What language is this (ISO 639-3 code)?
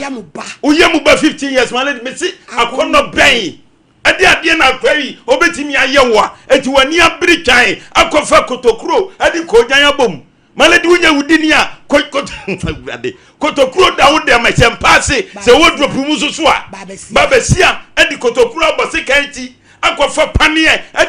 aka